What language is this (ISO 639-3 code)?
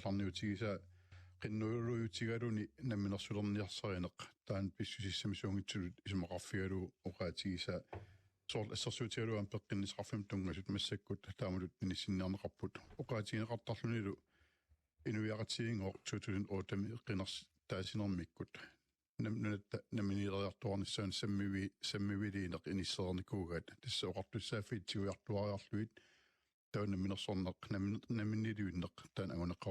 kal